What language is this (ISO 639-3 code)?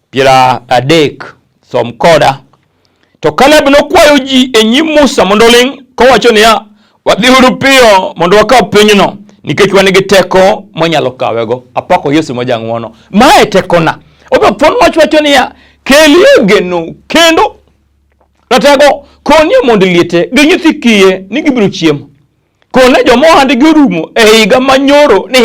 luo